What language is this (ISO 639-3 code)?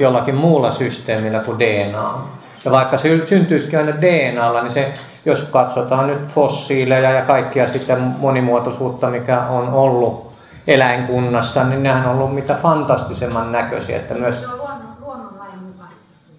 fin